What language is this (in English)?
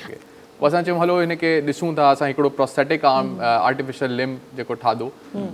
Sindhi